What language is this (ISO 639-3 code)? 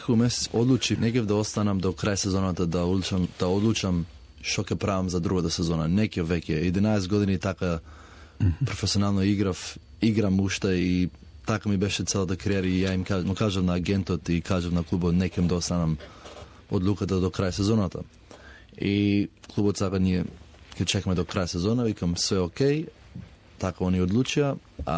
mkd